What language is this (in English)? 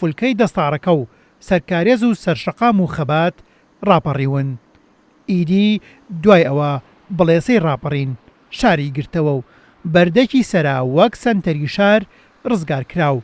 Central Kurdish